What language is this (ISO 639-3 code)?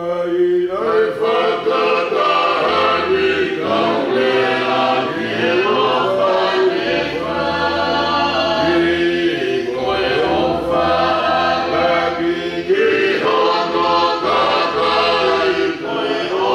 ton